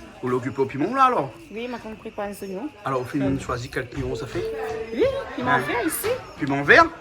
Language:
Réunion Creole French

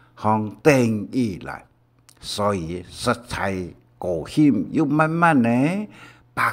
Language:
Hakka Chinese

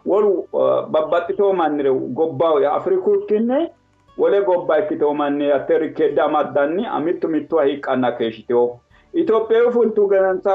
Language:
Sidamo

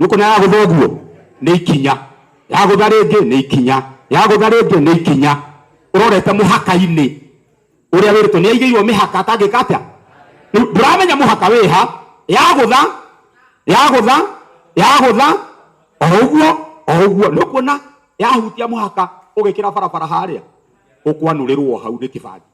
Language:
Kikuyu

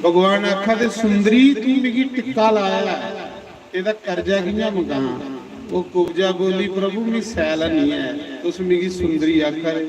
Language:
Dogri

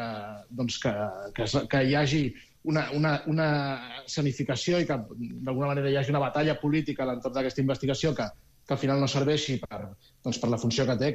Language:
Catalan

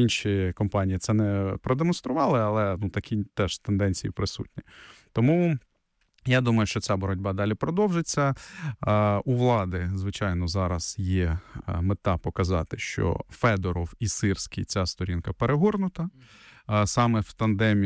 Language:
Ukrainian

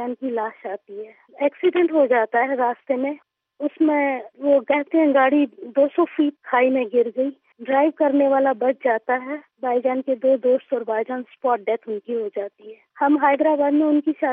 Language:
Urdu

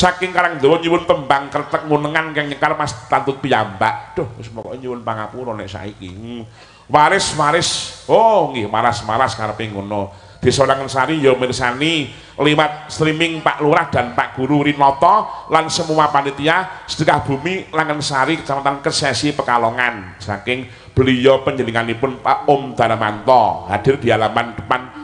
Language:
Javanese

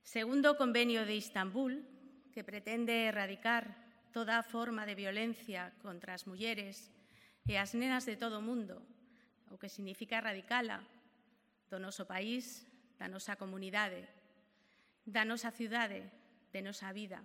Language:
Galician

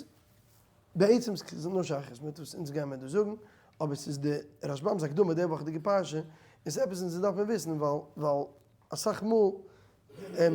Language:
Yiddish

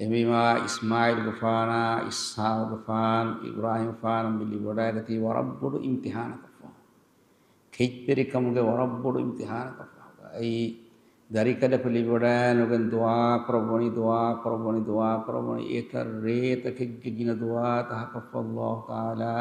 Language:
Divehi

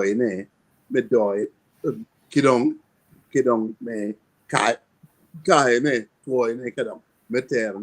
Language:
Acoli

